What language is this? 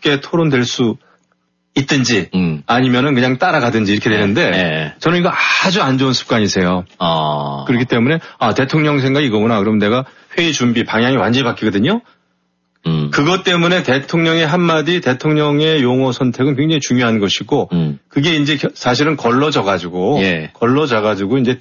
Korean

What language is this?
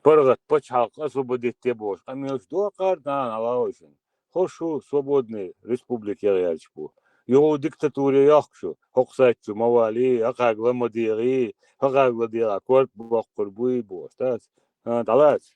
Chechen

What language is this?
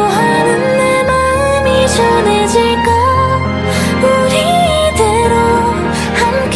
Korean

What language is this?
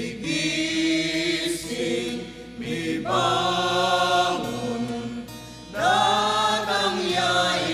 Pampanga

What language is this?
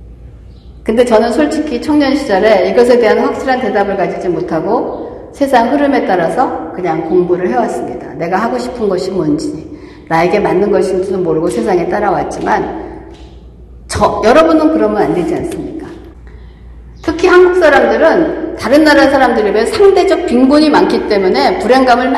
Korean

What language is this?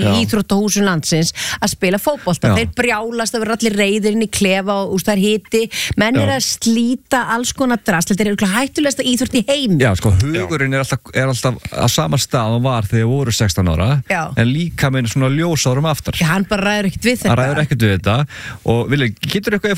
Icelandic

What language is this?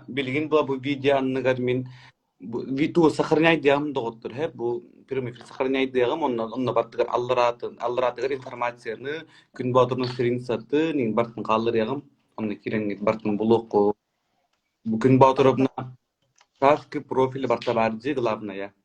Yakut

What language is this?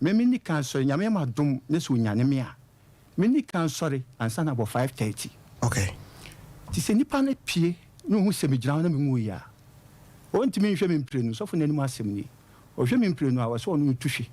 Akan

